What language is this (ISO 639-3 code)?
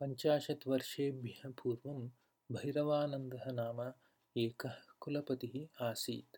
san